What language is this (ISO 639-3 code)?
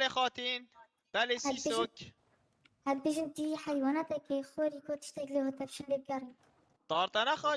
kur